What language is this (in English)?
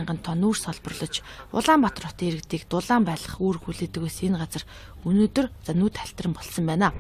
Mongolian